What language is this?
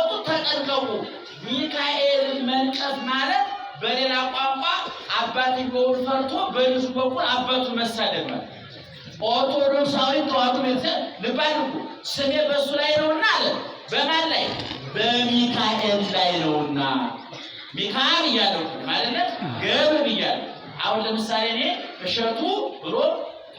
Amharic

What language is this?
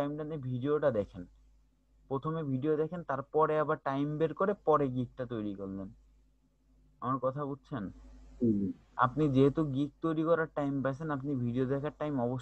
Bangla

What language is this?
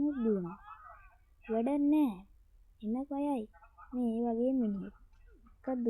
Sinhala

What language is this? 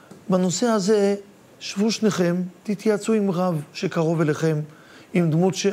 Hebrew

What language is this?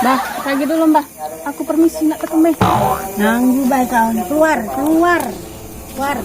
Musi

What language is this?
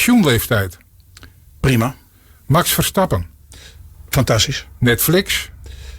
Western Frisian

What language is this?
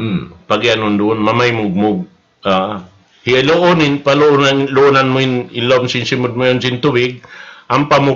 Tausug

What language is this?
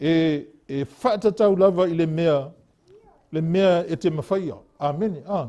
Samoan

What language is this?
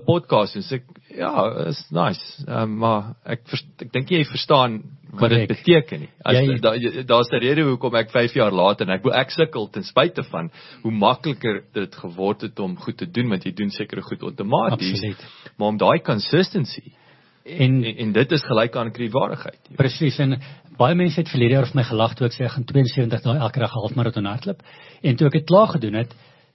Afrikaans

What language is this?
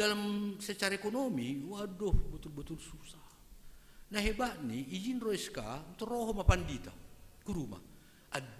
Batak Simalungun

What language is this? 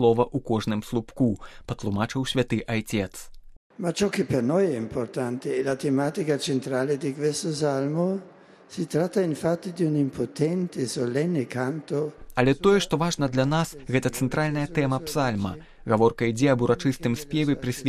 Belarusian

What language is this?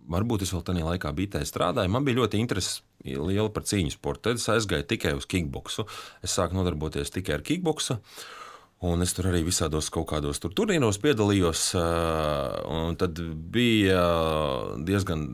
Latvian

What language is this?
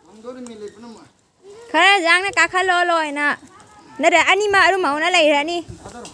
Manipuri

